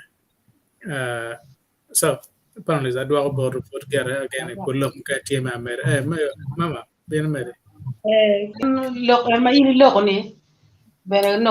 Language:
Acoli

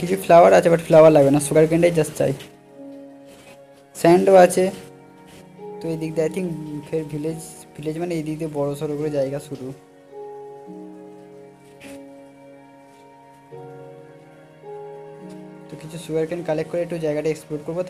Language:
Bangla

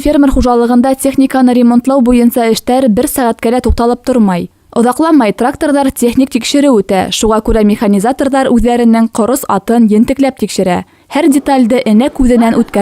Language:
Bashkir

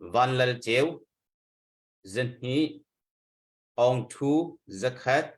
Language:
Hakha Chin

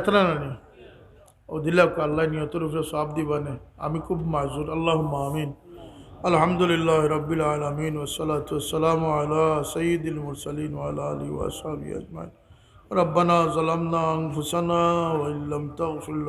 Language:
Sylheti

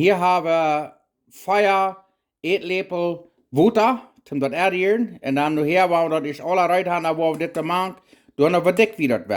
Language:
Plautdietsch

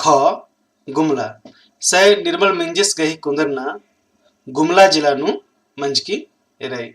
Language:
Kurukh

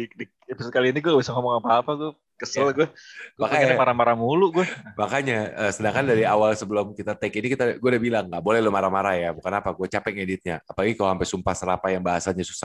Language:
Indonesian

